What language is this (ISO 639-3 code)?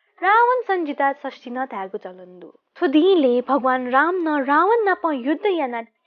new